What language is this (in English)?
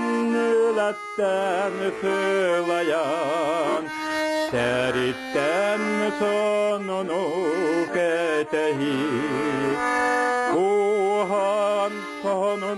Yakut